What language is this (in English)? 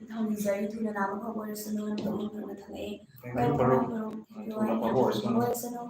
Manipuri